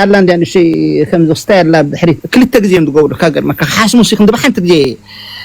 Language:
Tigrinya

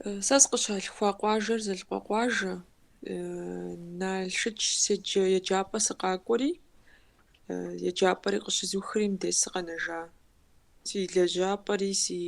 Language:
Kabardian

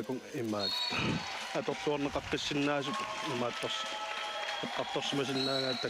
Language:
Kalaallisut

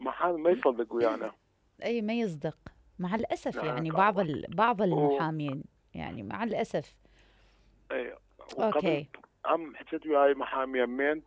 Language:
Mesopotamian Arabic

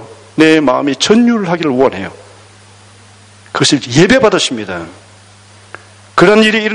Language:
Korean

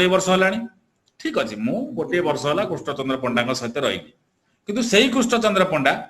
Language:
Odia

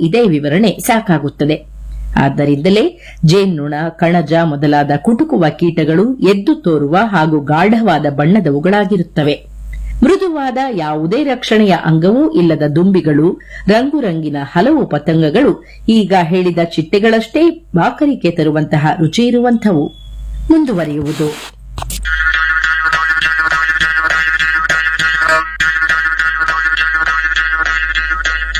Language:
Kannada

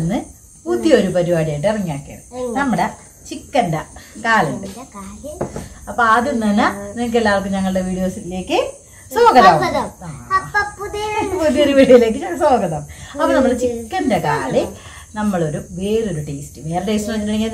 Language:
Malayalam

